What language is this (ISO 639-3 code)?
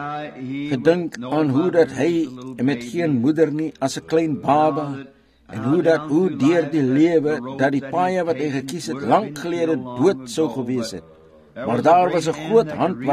afr